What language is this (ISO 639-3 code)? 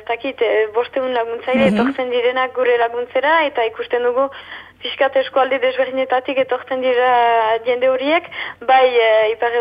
eus